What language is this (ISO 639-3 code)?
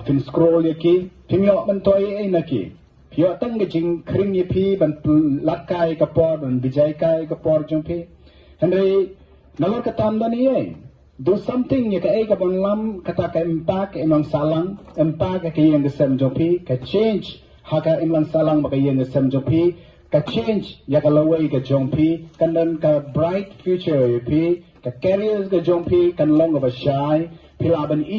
kha